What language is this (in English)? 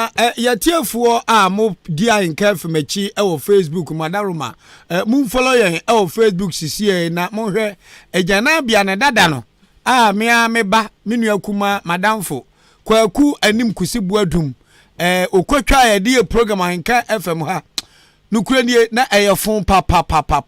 Akan